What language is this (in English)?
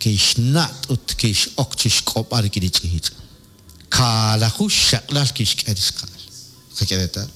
Kekchí